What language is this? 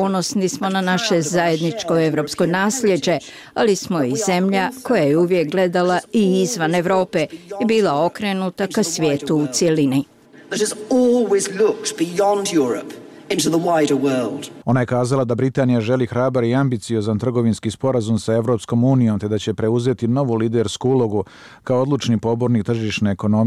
Bosnian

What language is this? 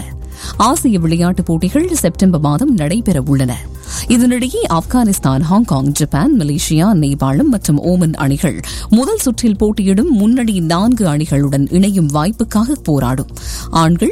Tamil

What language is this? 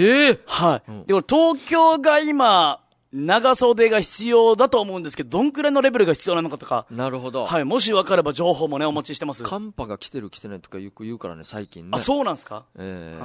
Japanese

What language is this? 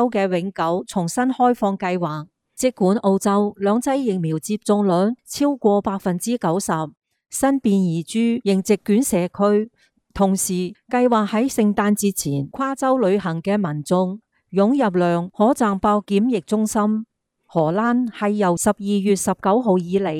Cantonese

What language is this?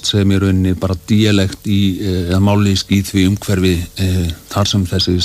Icelandic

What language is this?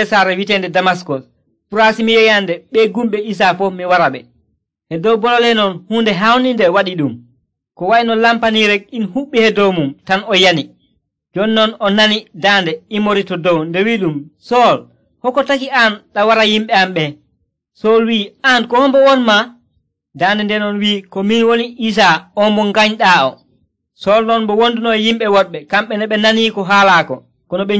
Nigerian Fulfulde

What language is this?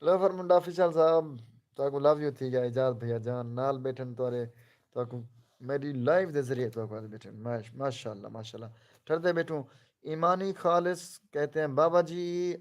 Saraiki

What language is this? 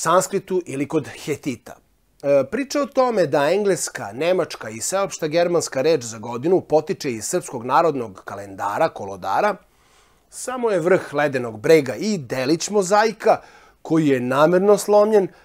Serbian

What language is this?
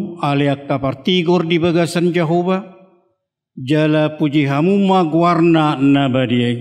Batak Toba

